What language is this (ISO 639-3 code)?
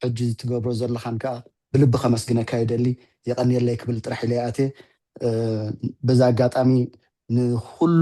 tir